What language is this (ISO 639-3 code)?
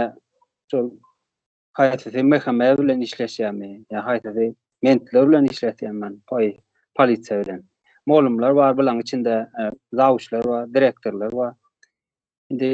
tuk